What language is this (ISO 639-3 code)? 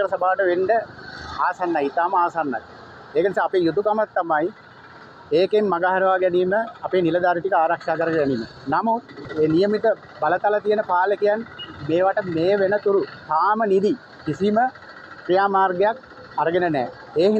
sin